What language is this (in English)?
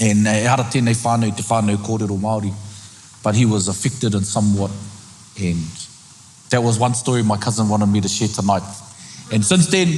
Māori